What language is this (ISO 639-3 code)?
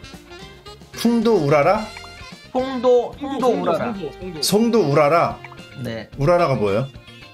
kor